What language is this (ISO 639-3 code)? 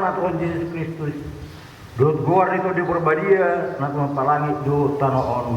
bbc